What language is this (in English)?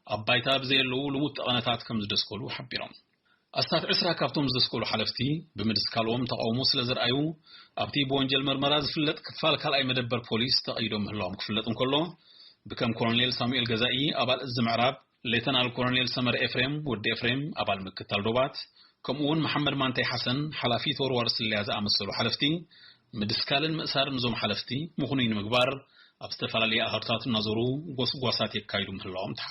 Tigrinya